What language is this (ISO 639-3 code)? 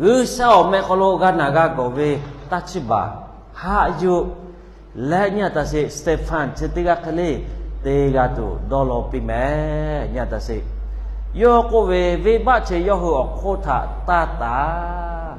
lhu